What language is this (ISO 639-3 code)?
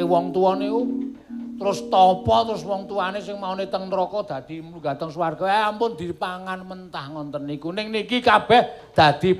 jav